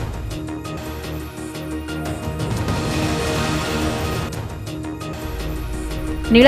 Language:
Odia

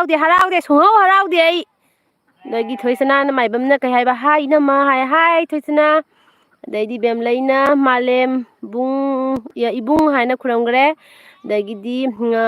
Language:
Manipuri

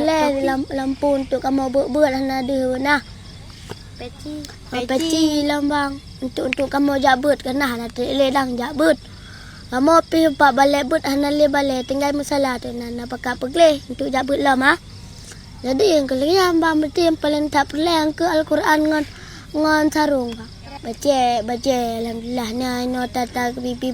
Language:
Achinese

